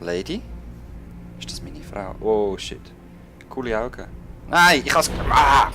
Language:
Swiss German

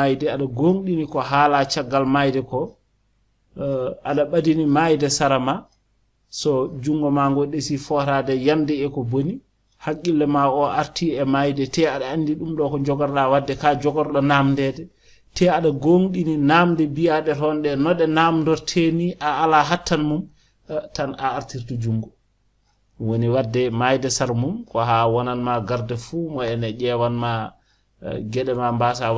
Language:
Fula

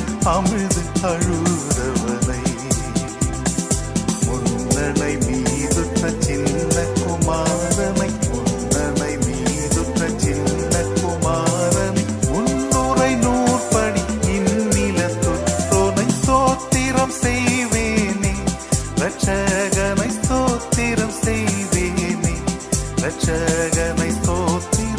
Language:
Tamil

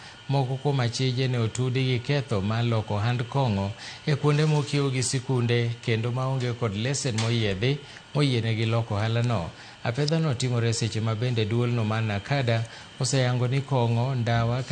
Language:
Luo (Kenya and Tanzania)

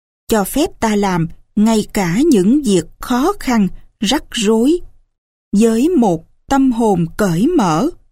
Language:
Vietnamese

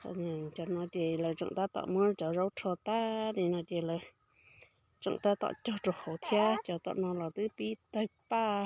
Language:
Hmong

